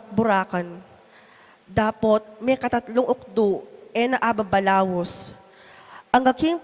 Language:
Pampanga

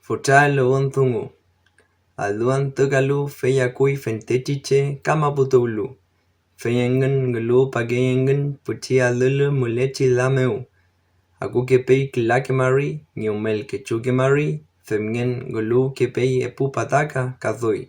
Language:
Mapuche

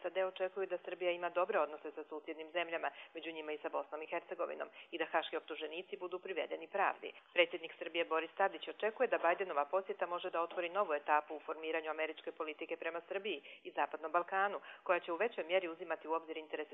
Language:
Croatian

